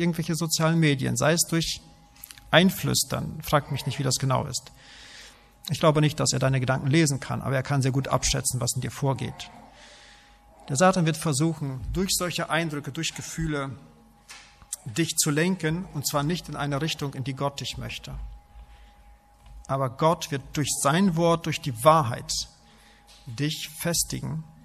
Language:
German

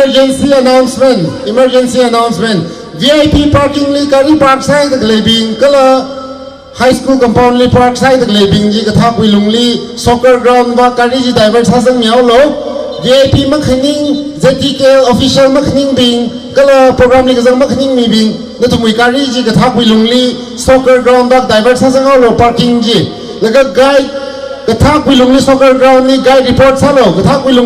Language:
Tangkhul Naga (India)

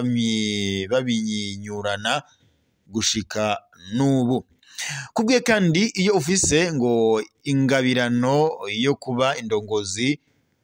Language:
Rundi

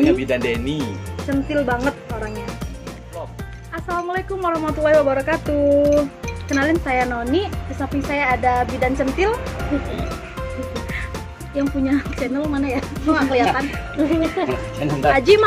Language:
Indonesian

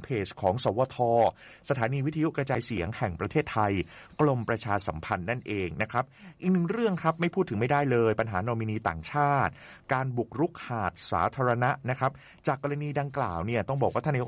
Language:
Thai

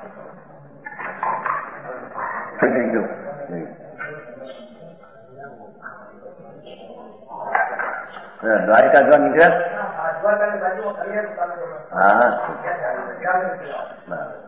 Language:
Gujarati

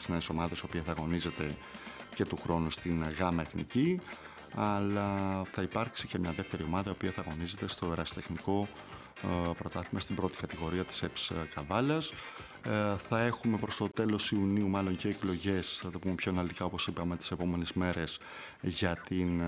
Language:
Greek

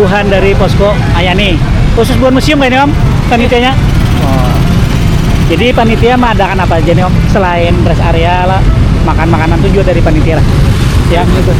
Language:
Banjar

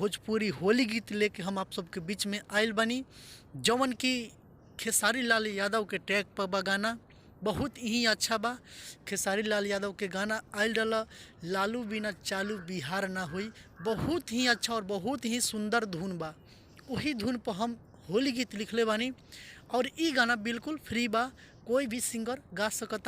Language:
Bhojpuri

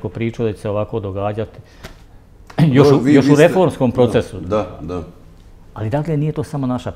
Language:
Bosnian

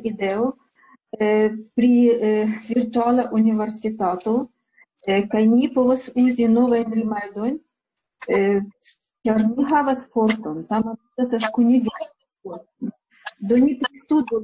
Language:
Esperanto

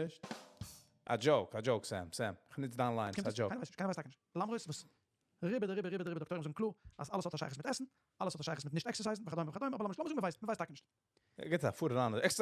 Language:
Yiddish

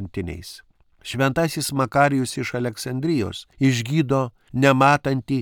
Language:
Lithuanian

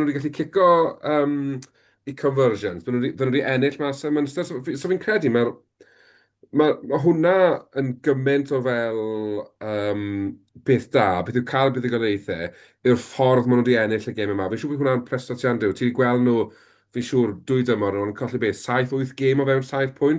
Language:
Welsh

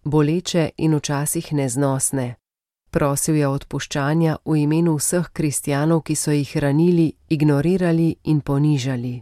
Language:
Slovenian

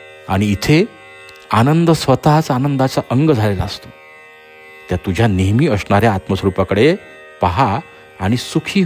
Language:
Marathi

